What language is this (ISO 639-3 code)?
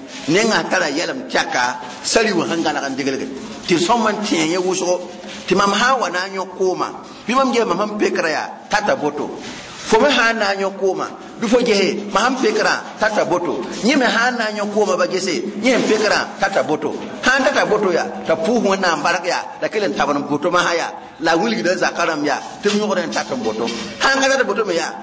mos